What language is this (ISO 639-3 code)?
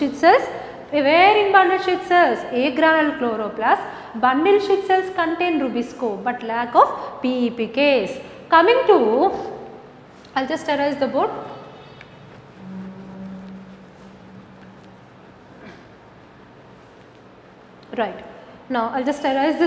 eng